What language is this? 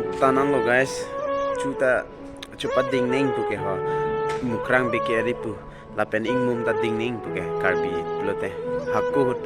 Karbi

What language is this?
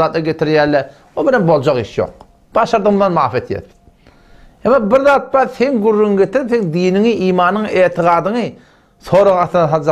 Turkmen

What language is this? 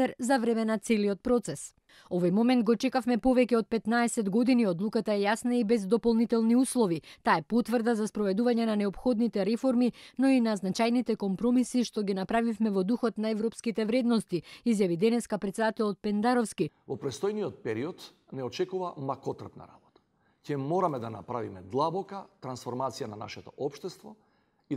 Macedonian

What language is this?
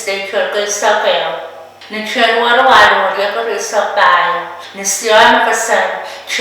Pohnpeian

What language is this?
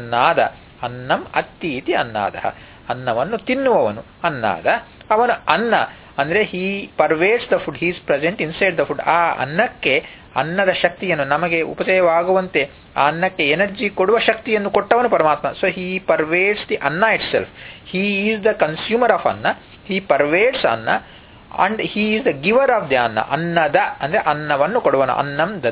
Kannada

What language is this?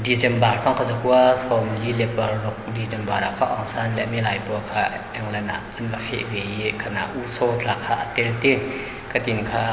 Falam Chin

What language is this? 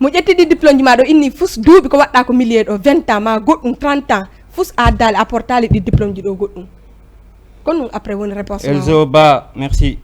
Fula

